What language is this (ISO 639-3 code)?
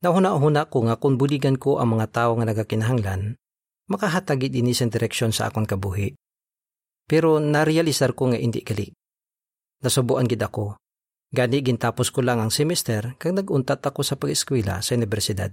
hil